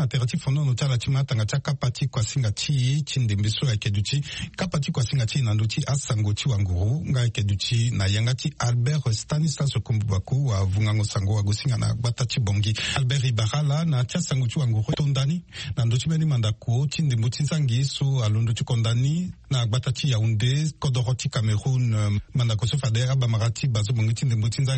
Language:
Sango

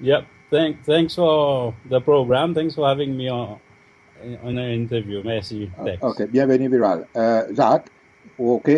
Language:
Seselwa Creole French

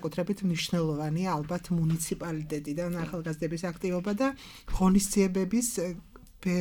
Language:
Georgian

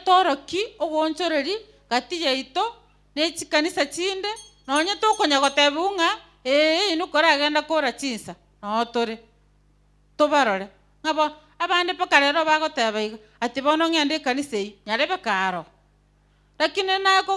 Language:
Gusii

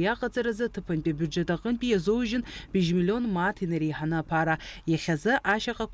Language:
Abkhazian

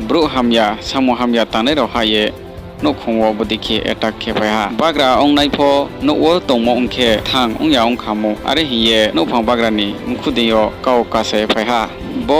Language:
Riang (India)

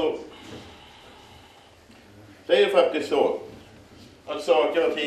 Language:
Swedish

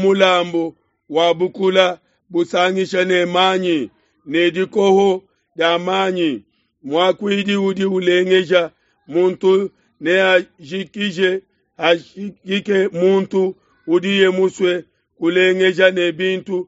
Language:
Luba-Lulua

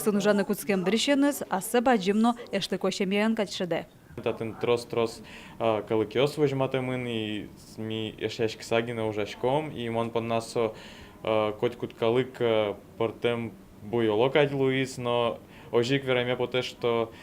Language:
Udmurt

